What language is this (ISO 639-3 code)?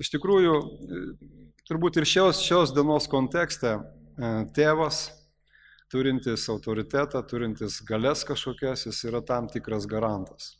lit